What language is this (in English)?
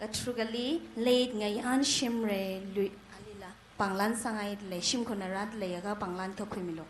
Tangkhul Naga (India)